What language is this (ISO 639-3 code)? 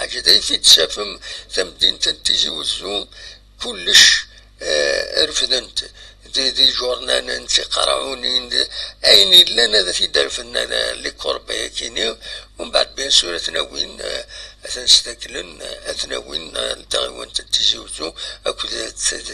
kab